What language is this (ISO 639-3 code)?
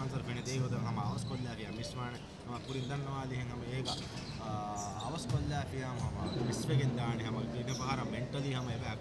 div